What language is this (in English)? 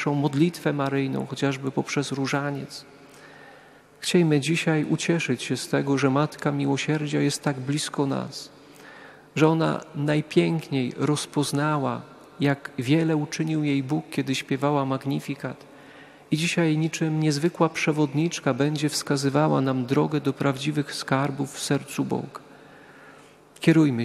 Polish